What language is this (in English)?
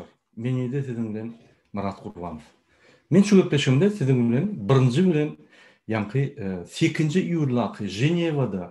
Turkmen